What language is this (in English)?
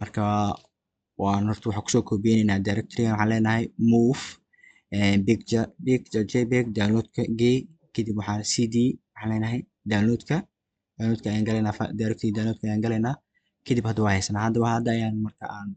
Somali